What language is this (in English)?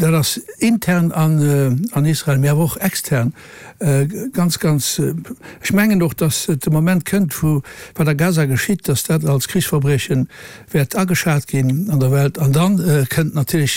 Luxembourgish